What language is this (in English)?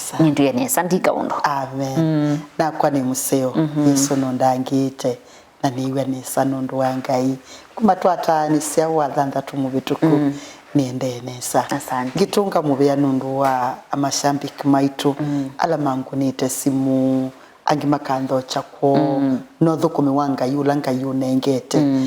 Kamba